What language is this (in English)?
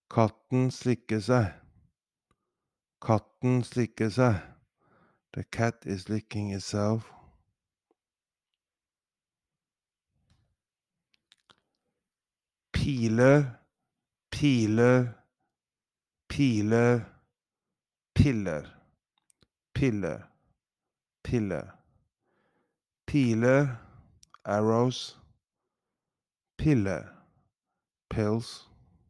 Norwegian